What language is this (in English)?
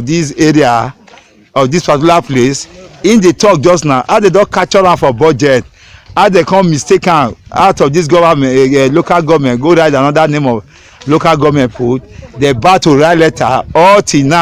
Nigerian Pidgin